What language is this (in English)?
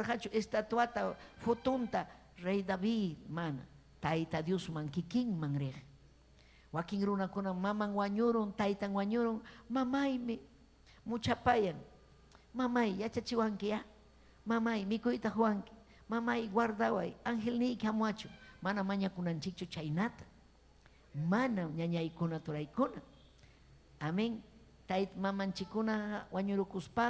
Ayacucho Quechua